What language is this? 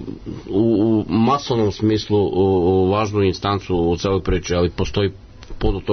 Serbian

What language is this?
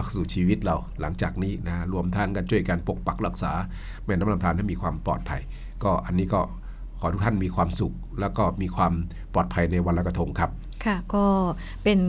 Thai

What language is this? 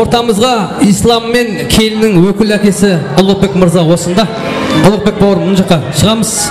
Kara-Kalpak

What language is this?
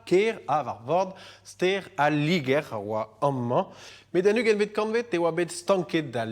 Breton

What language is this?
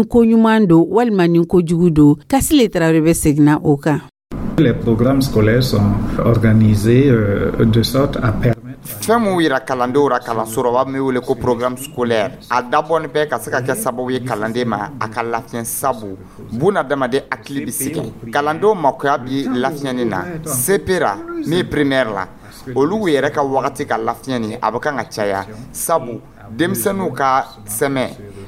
Dyula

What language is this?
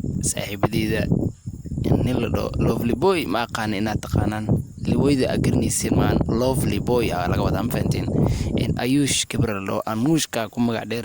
Somali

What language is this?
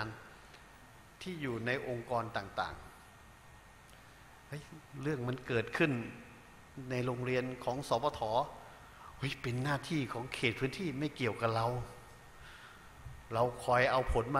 Thai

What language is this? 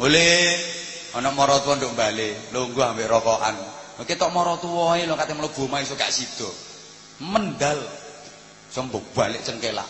Javanese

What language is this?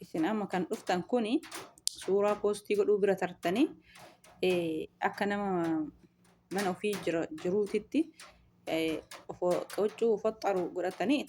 Oromo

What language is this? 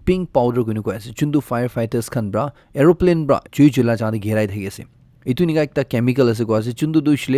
Naga Pidgin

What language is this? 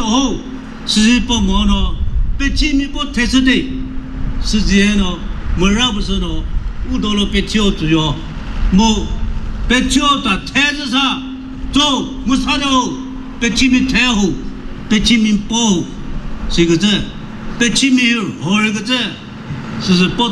Chokri Naga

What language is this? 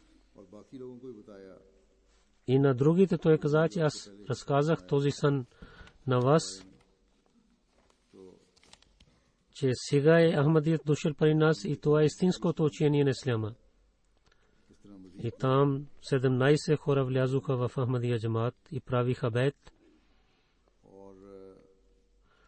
Bulgarian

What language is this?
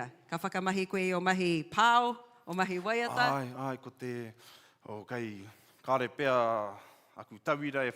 Māori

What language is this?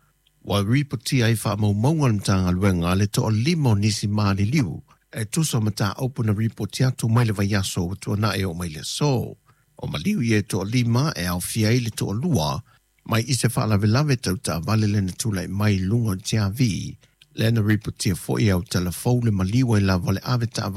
Samoan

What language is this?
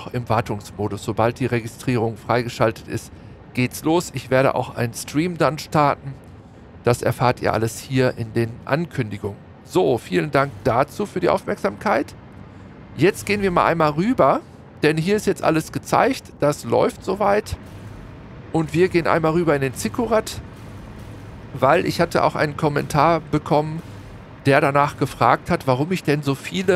German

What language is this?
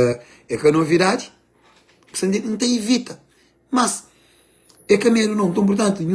Kabuverdianu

